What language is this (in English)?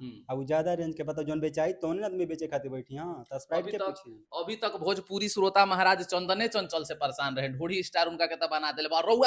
Bhojpuri